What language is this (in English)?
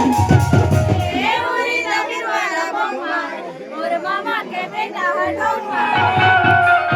Chhattisgarhi